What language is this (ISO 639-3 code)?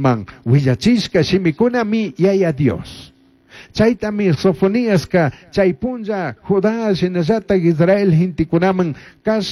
qug